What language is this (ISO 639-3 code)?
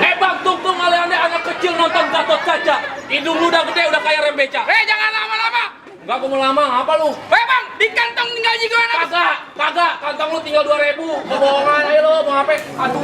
bew